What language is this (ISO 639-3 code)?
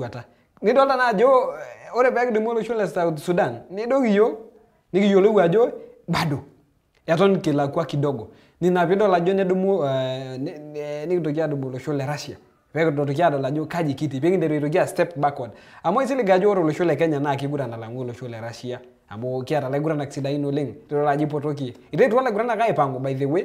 mas